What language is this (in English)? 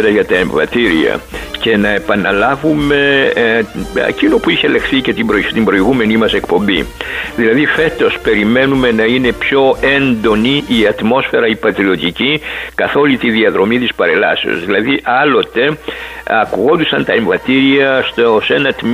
Greek